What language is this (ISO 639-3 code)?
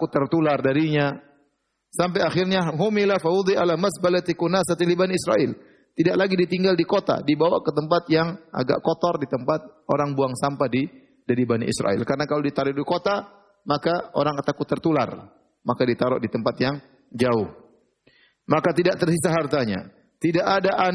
ind